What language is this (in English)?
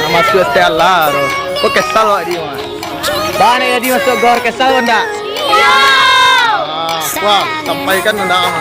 Minangkabau